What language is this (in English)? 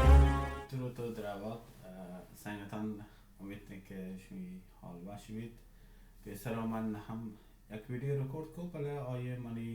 Baluchi